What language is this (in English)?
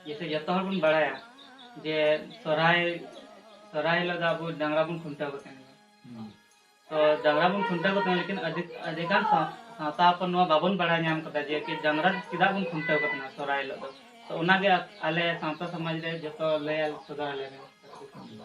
Santali